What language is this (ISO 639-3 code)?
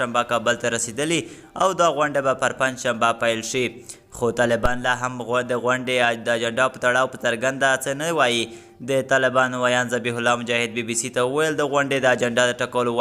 pus